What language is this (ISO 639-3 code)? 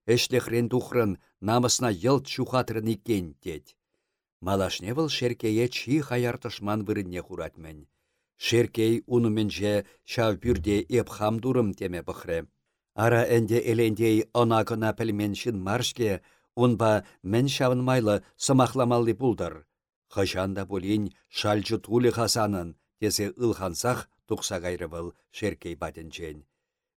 chv